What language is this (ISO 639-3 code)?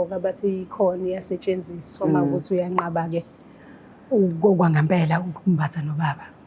zul